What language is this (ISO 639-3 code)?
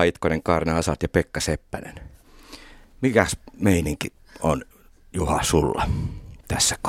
fin